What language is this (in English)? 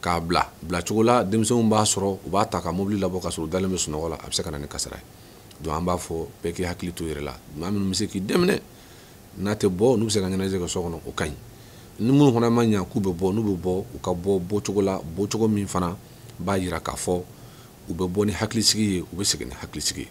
Bambara